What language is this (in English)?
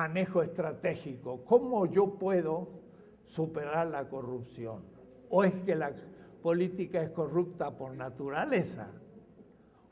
Spanish